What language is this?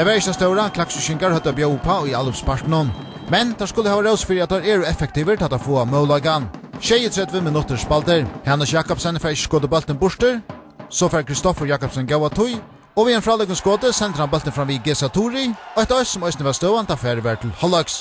Faroese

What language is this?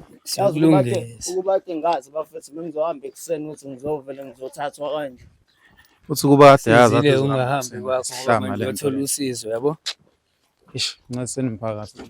Zulu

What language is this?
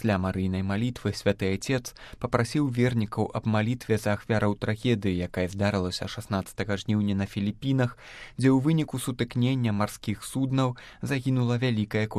Belarusian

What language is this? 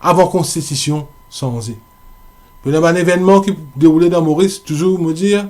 Morisyen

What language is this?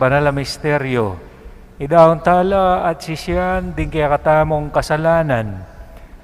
Pampanga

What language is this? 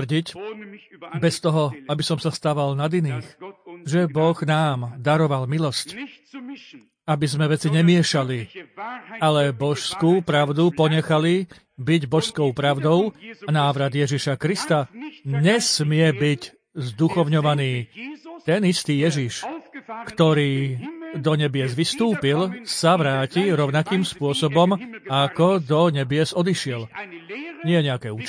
Slovak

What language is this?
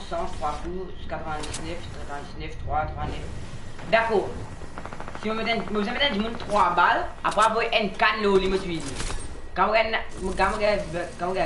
Morisyen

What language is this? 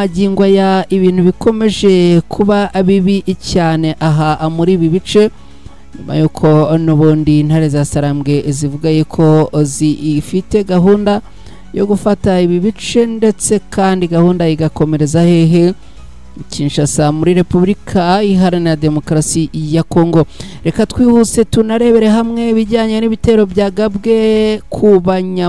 Kinyarwanda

